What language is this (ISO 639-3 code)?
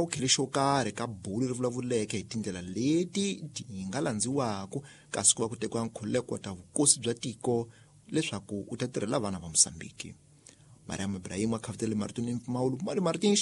tso